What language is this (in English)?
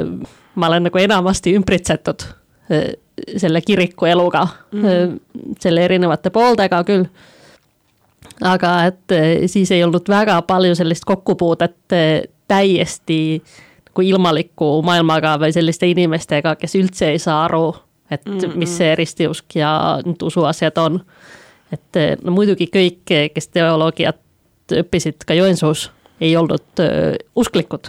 Estonian